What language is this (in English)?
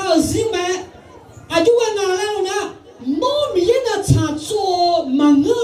Akha